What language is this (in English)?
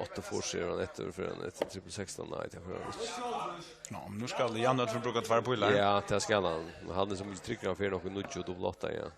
Faroese